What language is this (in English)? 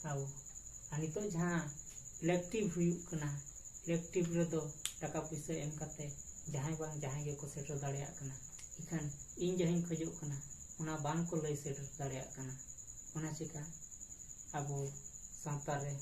Santali